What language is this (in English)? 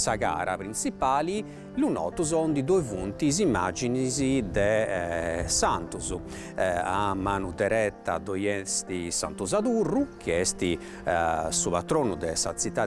Sardinian